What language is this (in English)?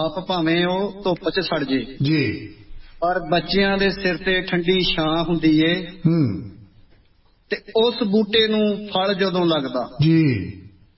Punjabi